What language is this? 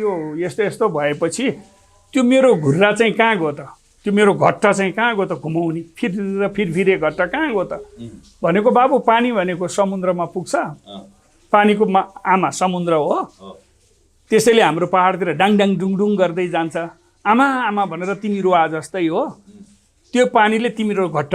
Nepali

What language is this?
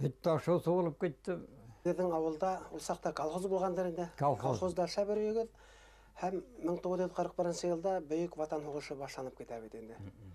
Bashkir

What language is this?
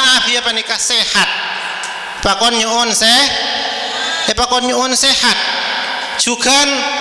Madurese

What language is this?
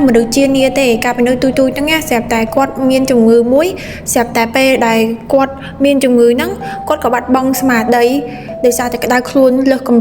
Khmer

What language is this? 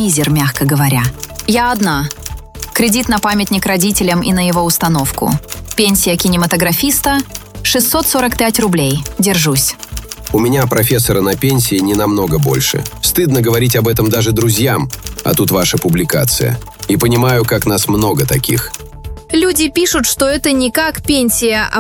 Russian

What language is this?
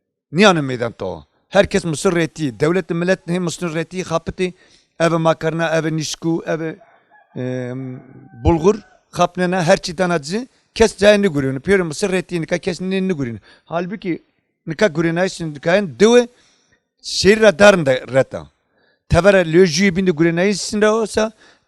Zaza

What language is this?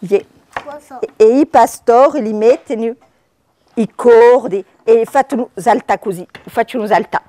Corsican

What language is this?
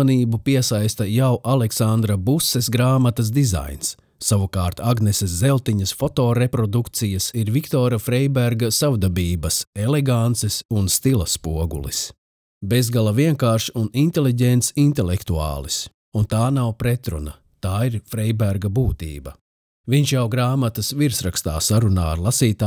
Latvian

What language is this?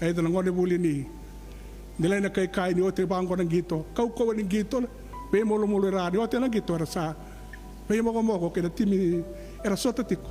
Fijian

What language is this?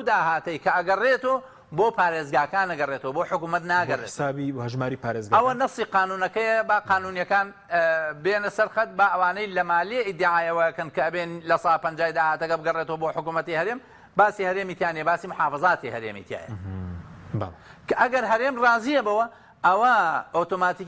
Central Kurdish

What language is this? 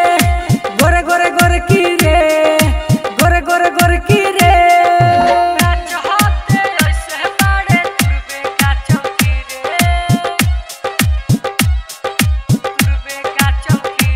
Bhojpuri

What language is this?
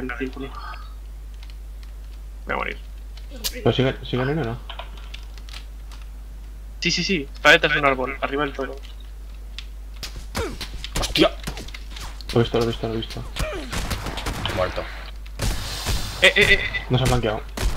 Spanish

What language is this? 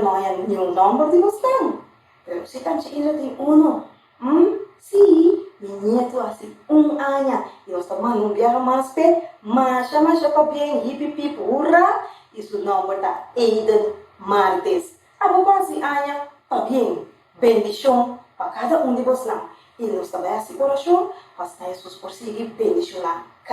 Papiamento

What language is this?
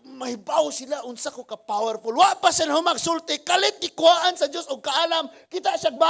Cebuano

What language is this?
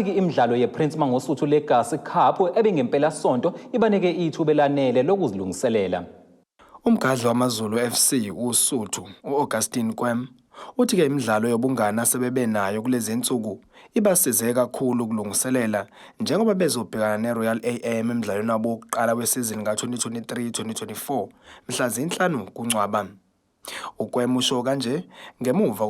Zulu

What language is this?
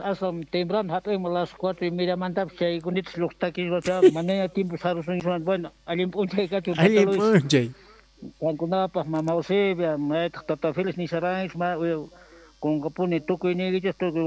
South Bolivian Quechua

